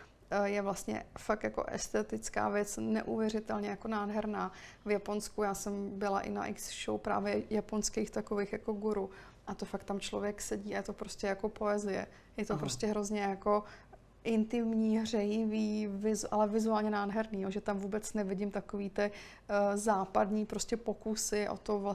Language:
Czech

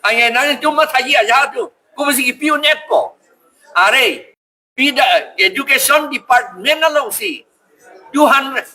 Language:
Karbi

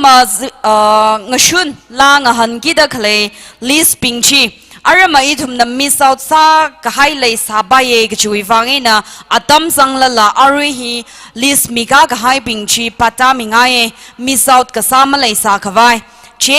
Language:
Tangkhul Naga (India)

